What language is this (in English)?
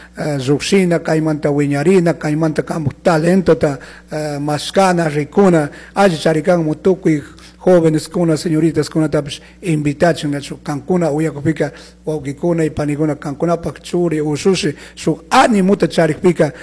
Chimborazo Highland Quichua